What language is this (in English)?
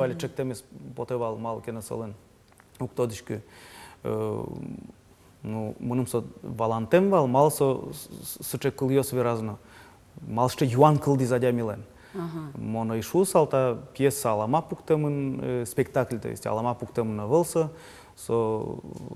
Udmurt